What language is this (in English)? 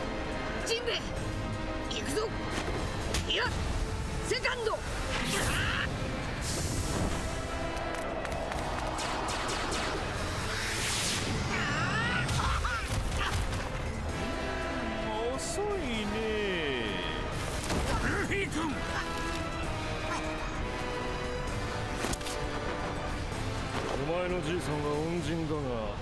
Japanese